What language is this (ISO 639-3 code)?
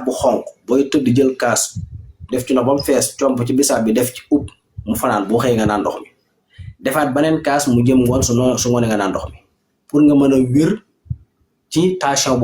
wol